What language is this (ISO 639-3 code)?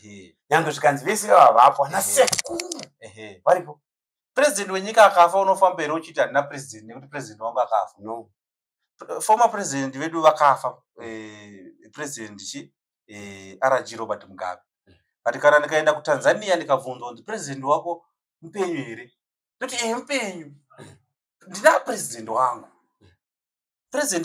sna